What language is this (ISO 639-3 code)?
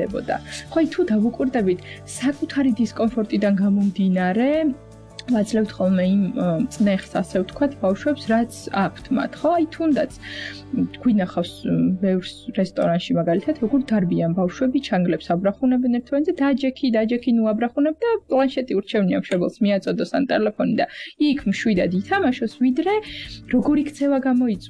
kat